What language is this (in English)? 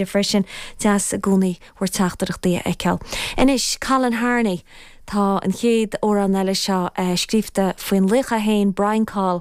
Irish